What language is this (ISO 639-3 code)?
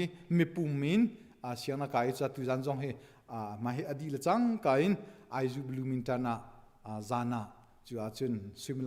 cnh